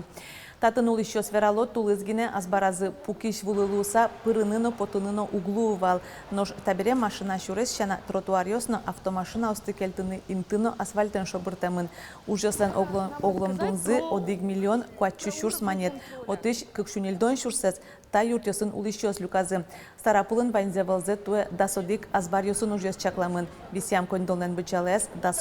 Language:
Udmurt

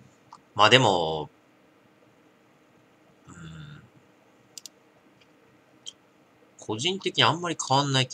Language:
Japanese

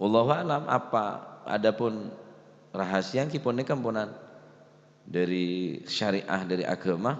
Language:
Madurese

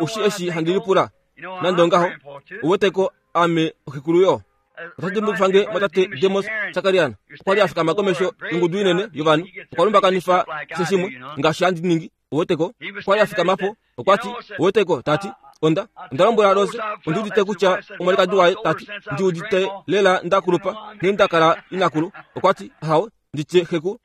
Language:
Kuanyama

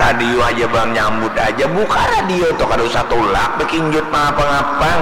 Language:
Banjar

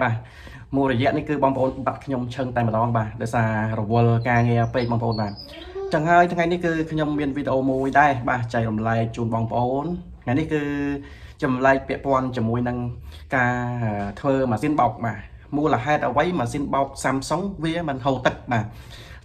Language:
Khmer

